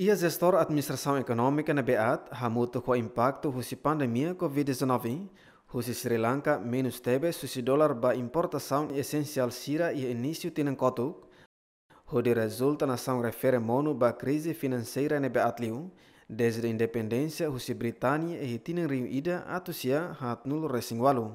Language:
Tetum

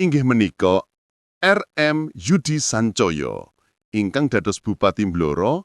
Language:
Javanese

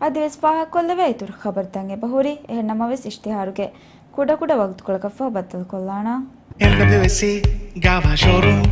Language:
Divehi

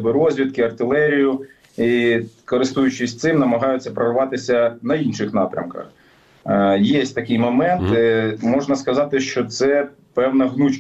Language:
Ukrainian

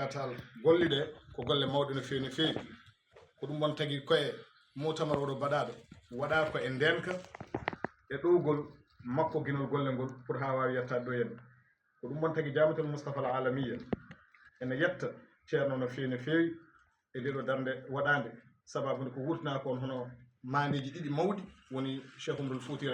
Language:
Fula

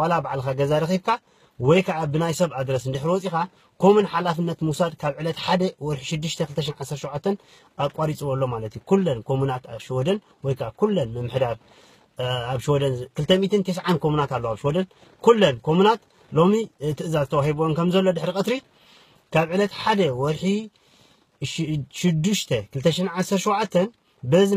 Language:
Tigrinya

